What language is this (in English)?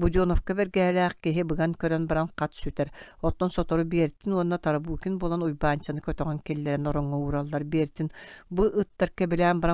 Yakut